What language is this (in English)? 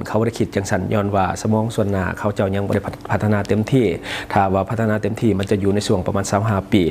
Lao